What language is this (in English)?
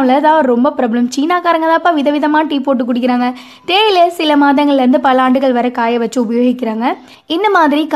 Tamil